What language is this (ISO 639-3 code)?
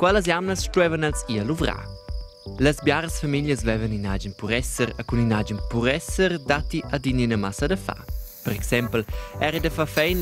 roh